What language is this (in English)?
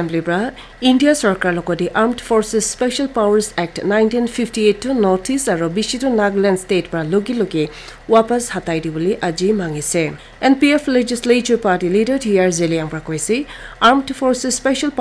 Naga Pidgin